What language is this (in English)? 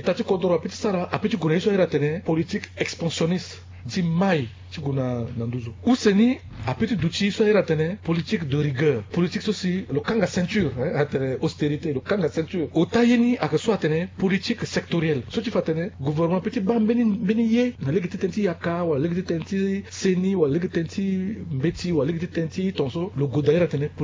Sango